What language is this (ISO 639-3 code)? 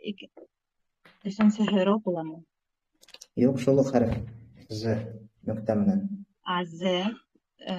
bak